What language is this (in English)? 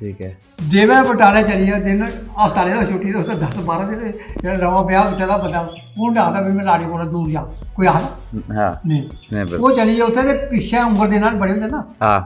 Dogri